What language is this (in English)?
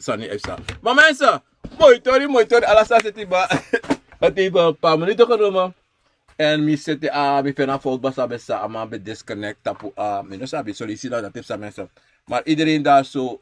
Sranan Tongo